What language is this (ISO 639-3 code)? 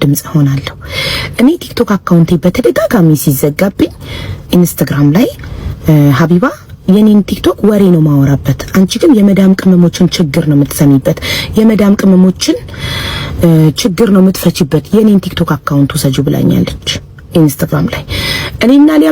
amh